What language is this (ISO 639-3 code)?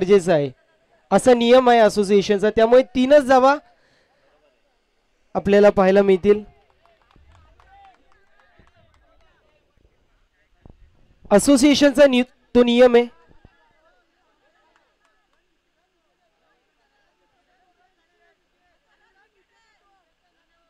mar